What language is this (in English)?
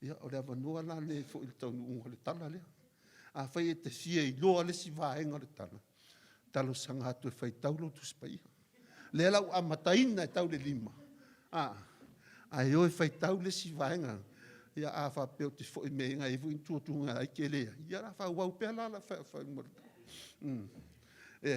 Samoan